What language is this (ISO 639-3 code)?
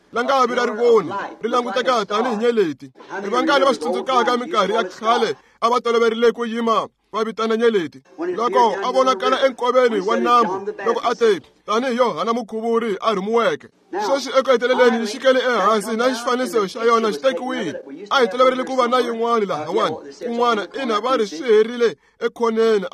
tso